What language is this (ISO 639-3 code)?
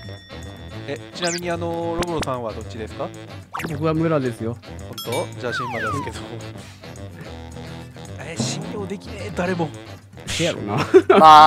jpn